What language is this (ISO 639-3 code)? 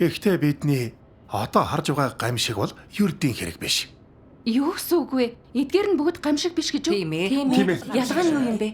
mon